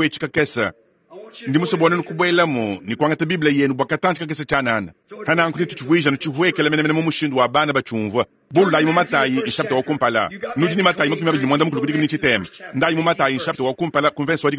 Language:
Luba-Lulua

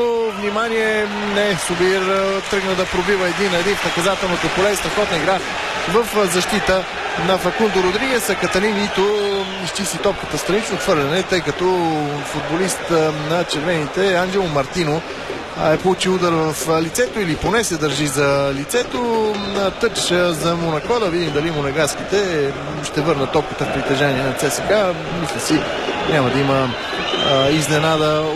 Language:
Bulgarian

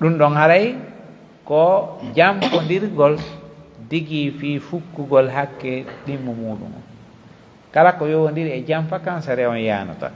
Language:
Pular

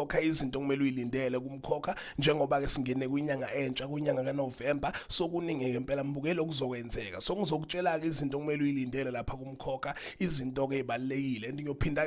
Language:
Zulu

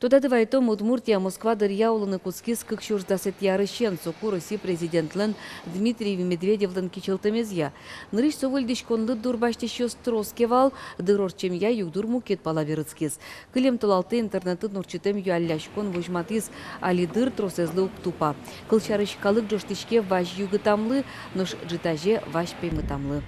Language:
Udmurt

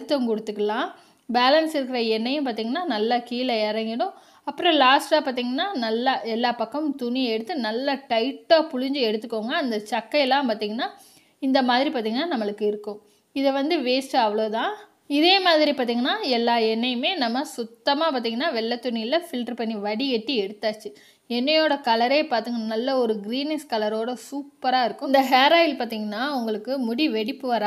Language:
Tamil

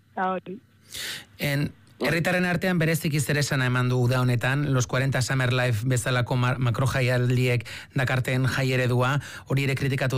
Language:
Basque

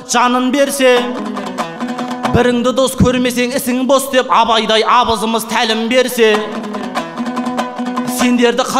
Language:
Kazakh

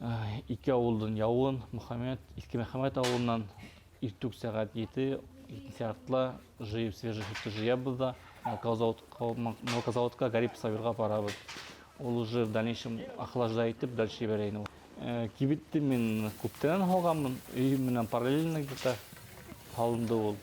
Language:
Bashkir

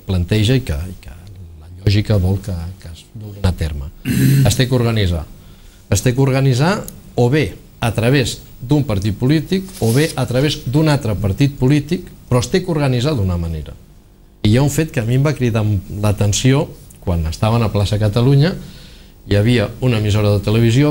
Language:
Catalan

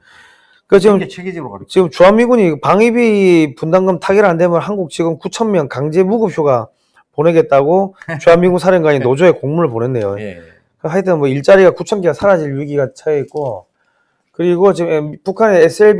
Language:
Korean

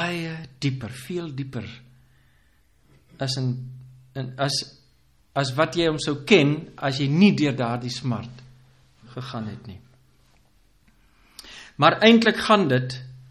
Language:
Afrikaans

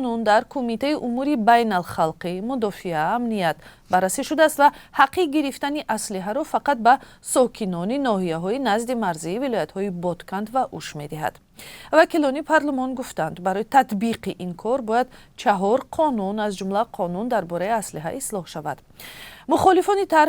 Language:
Tajik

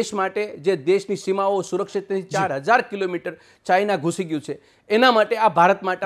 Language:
Gujarati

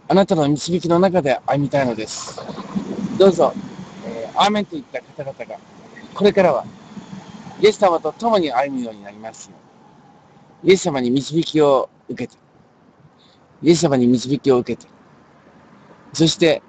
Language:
Japanese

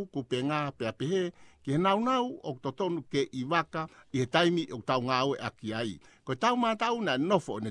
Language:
Tongan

